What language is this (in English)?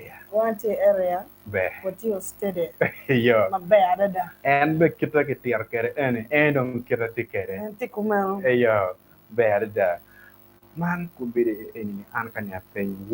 Acoli